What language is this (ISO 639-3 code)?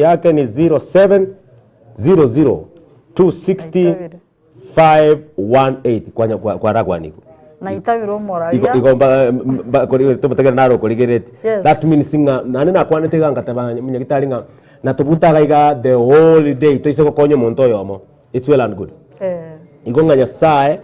guz